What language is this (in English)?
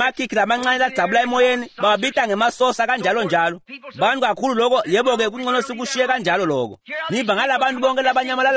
Swati